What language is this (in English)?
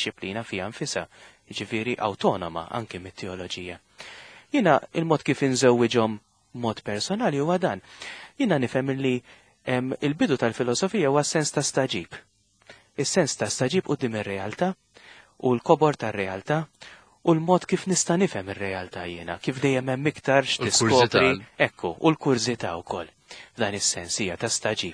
Maltese